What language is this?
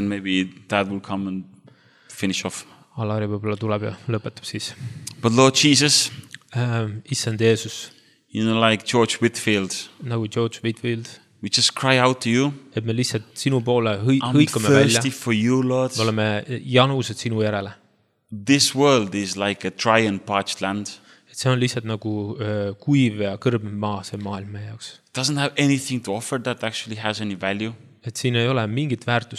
Estonian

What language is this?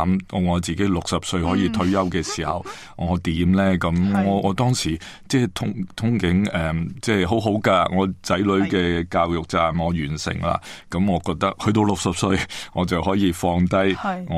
Cantonese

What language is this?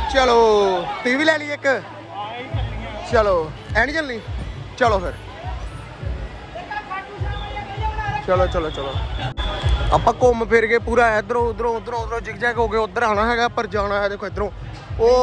Punjabi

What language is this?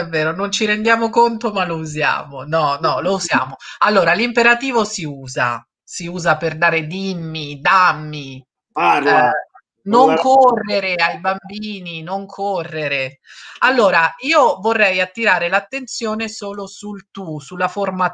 Italian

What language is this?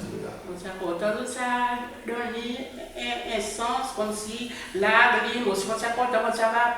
Seselwa Creole French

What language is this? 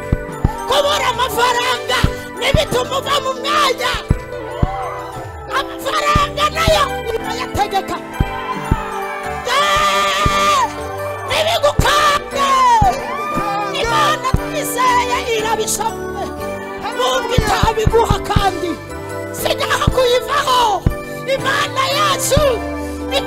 Kinyarwanda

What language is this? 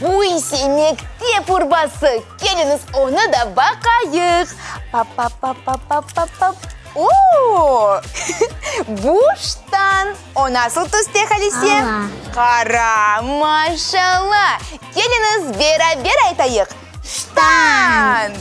Crimean Tatar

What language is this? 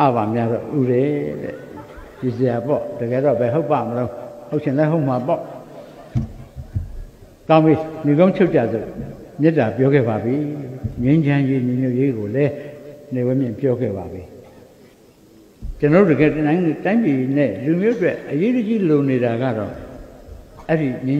Burmese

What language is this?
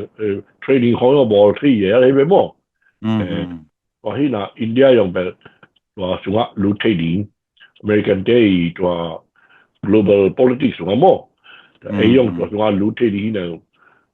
Tedim Chin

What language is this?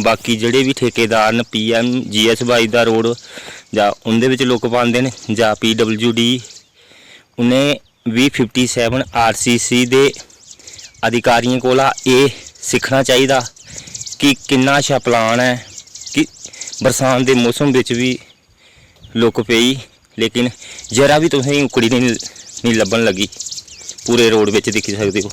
Dogri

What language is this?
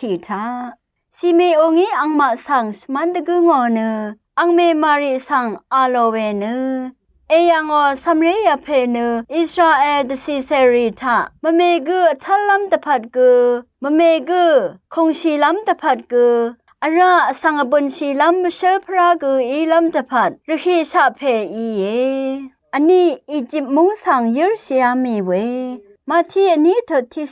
Rawang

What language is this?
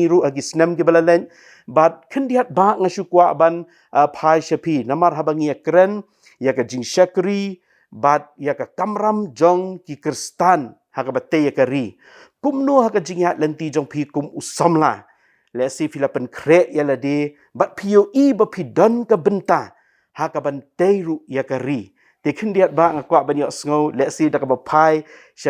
Khasi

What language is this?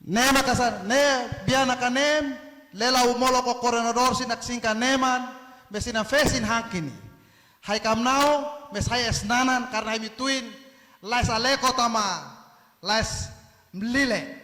Tetum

